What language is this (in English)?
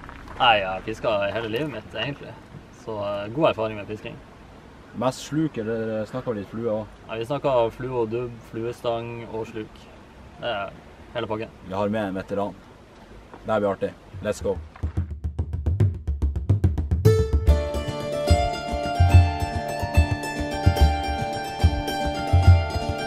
Norwegian